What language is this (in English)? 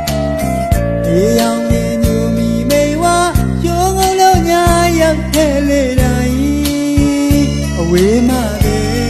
Burmese